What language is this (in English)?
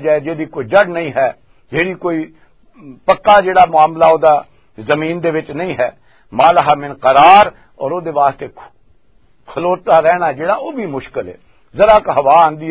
Western Panjabi